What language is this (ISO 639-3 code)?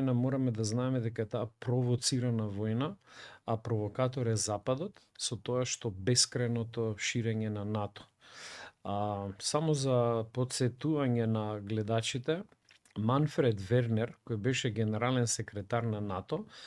mkd